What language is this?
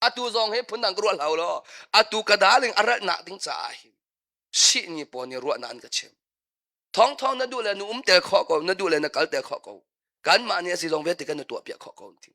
Hakha Chin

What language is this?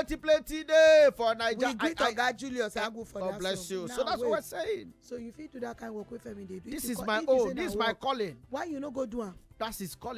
Nigerian Pidgin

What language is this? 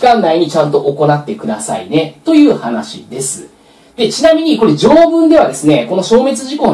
Japanese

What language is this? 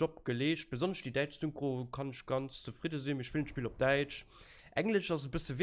Luxembourgish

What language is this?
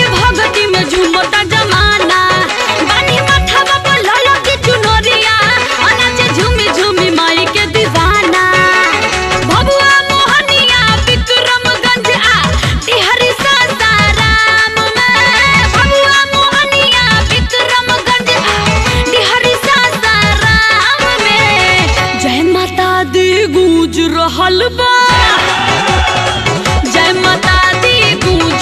Bhojpuri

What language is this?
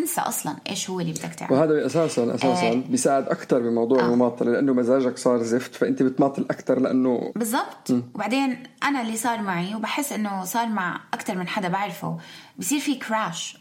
North Levantine Arabic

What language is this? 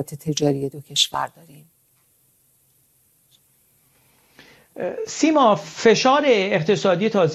Persian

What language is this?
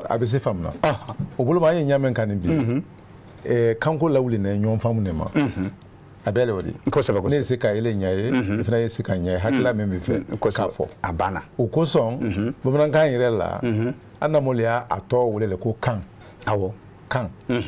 Bambara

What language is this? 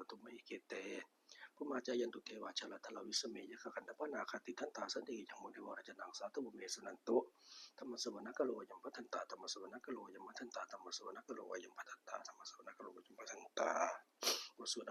Pali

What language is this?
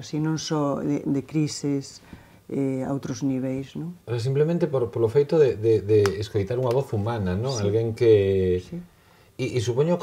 Galician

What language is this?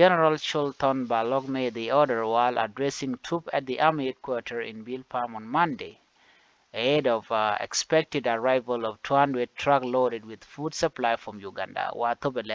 Nuer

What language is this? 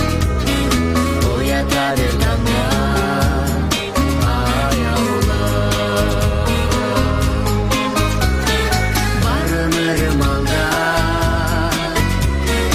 Kazakh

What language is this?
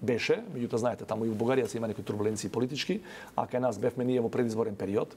Macedonian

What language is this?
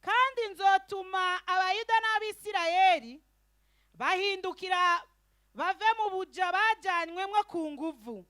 Rundi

